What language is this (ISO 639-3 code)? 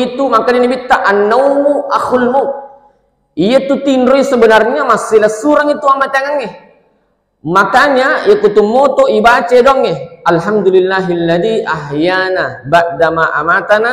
bug